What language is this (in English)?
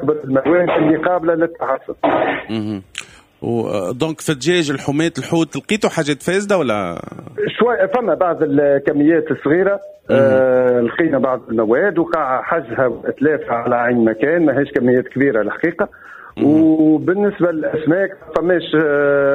Tunisian Arabic